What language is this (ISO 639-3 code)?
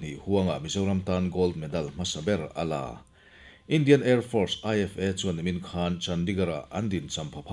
lus